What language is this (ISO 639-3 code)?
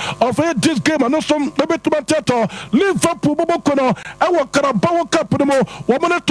aka